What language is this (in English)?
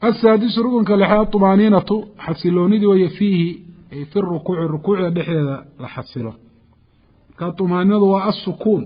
Somali